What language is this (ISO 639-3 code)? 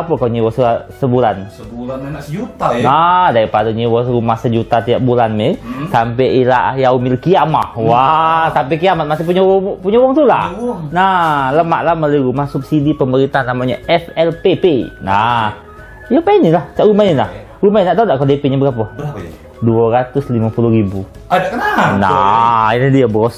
mui